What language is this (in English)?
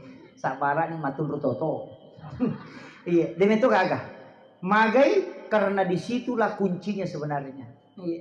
Buginese